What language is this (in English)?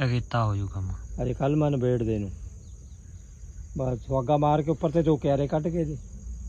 Punjabi